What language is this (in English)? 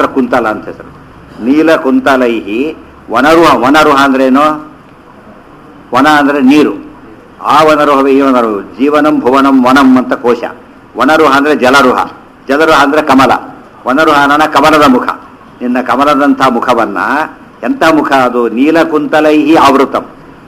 Kannada